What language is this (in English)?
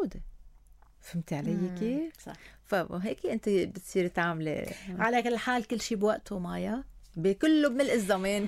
North Levantine Arabic